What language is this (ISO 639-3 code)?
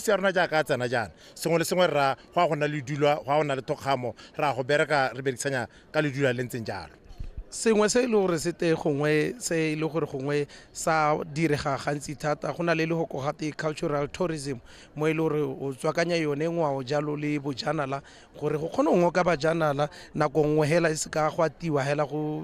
tsn